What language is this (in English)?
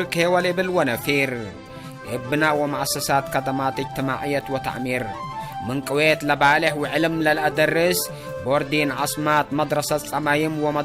Tigre